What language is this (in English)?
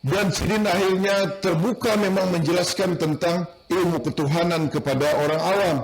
Banjar